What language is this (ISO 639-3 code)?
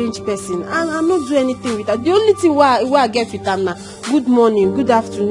pcm